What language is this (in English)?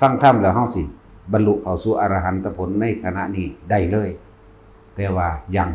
Northeastern Thai